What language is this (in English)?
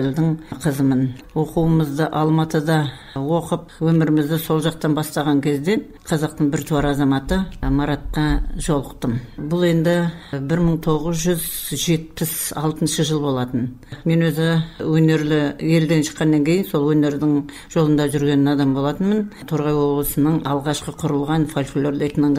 Kazakh